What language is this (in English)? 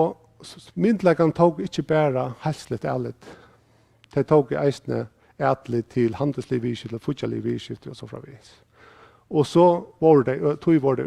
Faroese